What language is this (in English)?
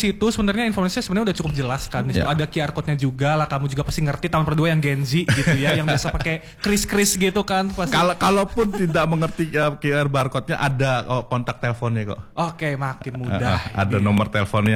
Indonesian